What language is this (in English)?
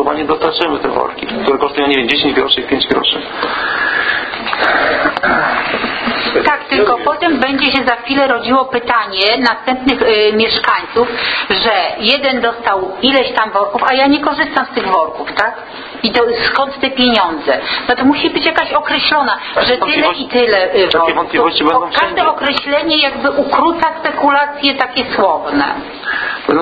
Polish